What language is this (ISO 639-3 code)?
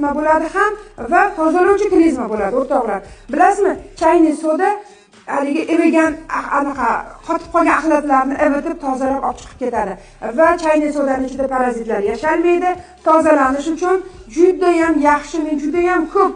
uzb